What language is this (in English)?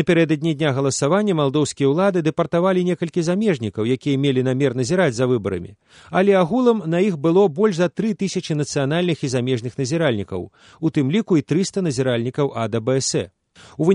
Belarusian